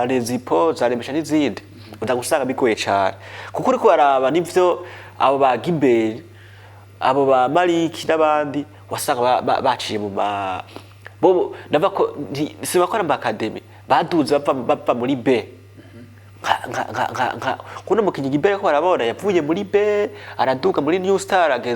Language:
Rundi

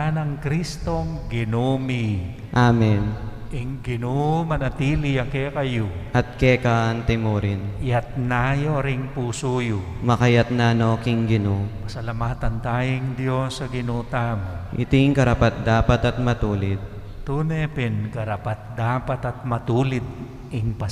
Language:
Pampanga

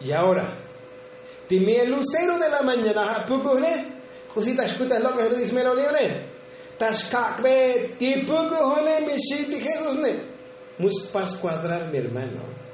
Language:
Tzotzil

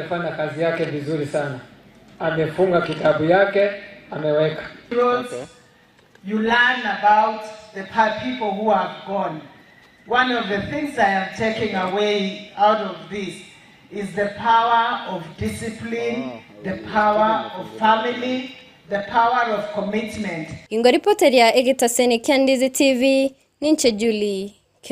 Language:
Gusii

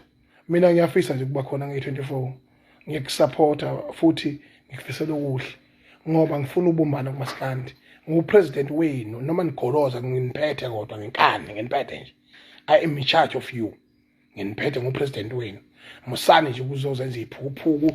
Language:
Zulu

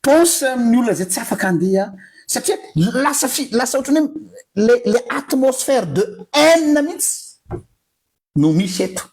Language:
Malagasy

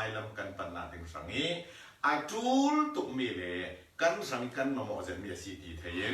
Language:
Falam Chin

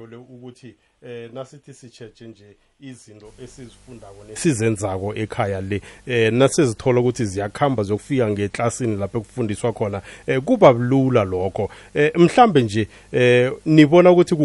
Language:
South Ndebele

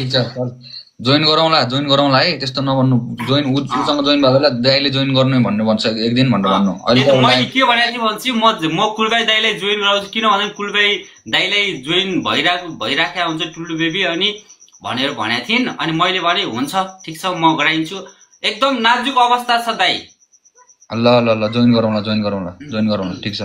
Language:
Nepali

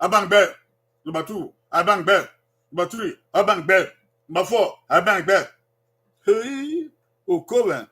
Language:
Bini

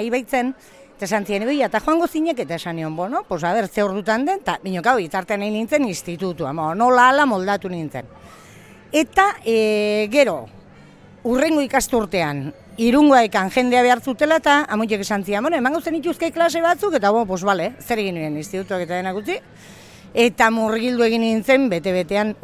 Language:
Basque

